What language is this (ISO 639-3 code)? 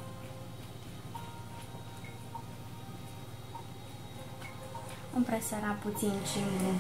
ron